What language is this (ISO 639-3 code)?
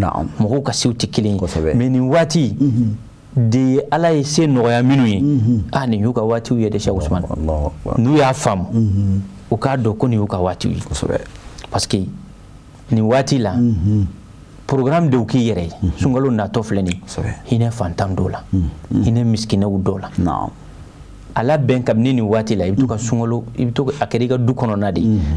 bam